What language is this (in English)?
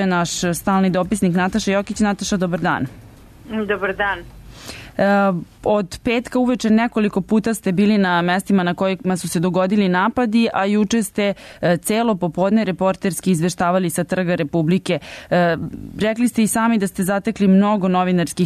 Serbian